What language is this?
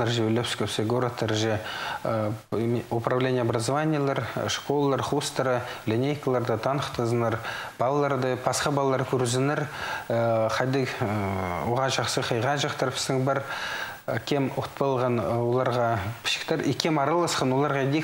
Khakas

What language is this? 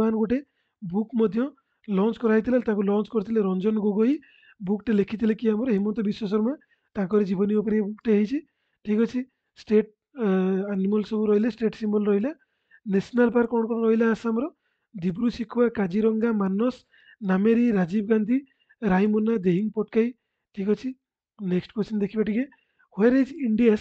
Odia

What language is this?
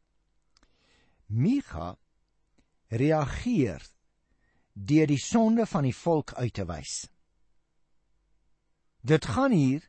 Afrikaans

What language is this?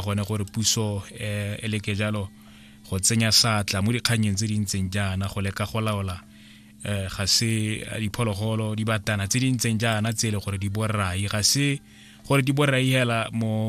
Tswana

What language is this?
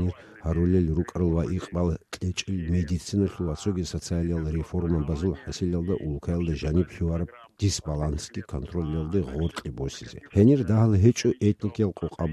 Avaric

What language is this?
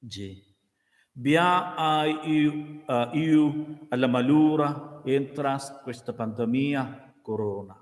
Romansh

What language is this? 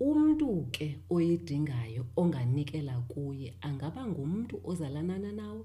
Xhosa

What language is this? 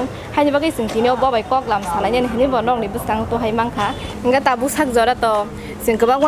Kok Borok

